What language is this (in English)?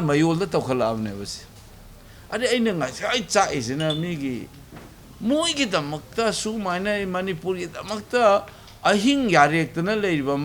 Manipuri